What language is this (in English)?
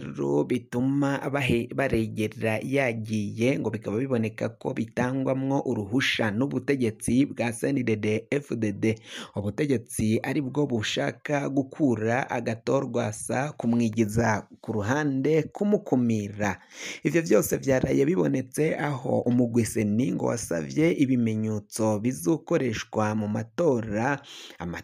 Rundi